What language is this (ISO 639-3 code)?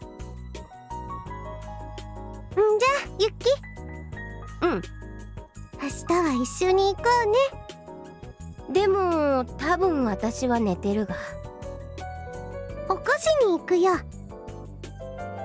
jpn